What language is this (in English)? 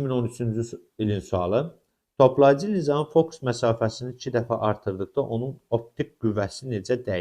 Azerbaijani